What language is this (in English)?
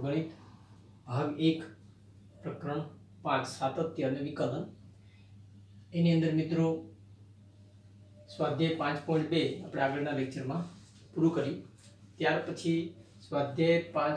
Gujarati